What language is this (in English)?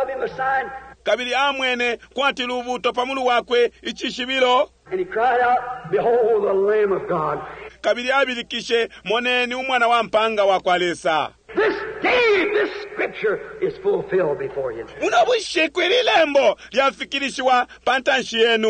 Bemba